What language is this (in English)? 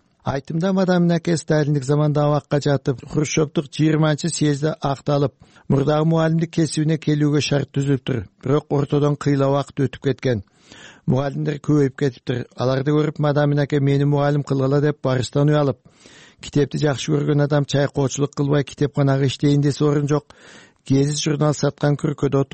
Kyrgyz